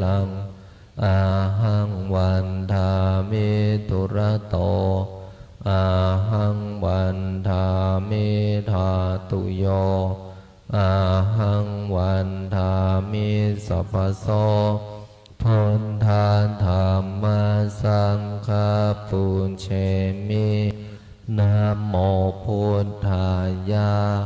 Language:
Pali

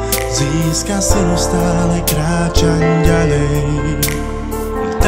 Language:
Slovak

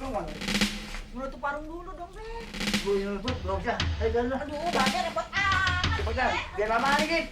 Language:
Betawi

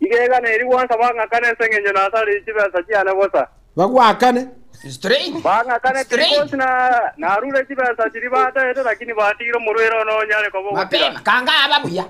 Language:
Gusii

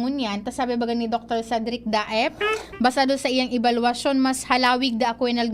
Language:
Bikol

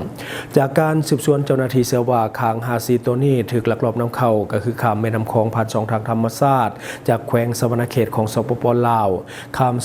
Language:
Lao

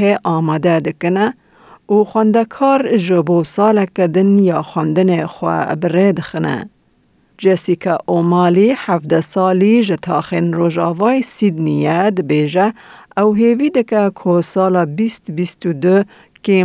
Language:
Kurdish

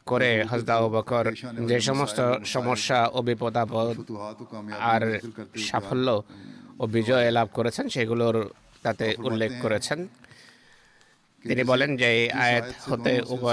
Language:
Bangla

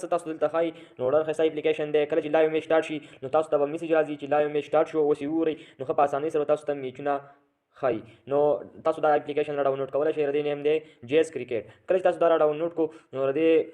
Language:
Pashto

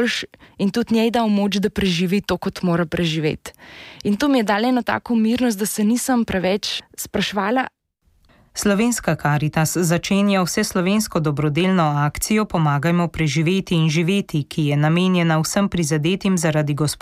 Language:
Slovenian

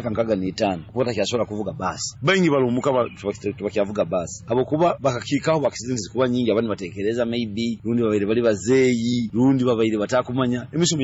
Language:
Nyoro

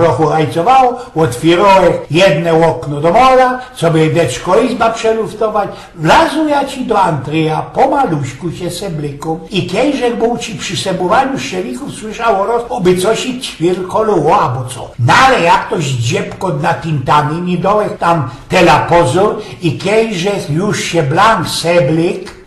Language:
Silesian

